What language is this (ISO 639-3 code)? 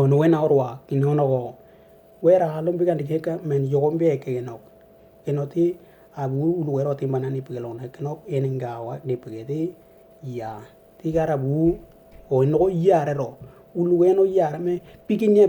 dnw